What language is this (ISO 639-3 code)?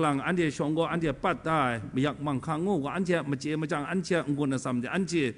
kac